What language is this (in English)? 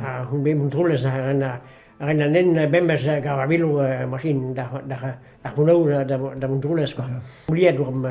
Breton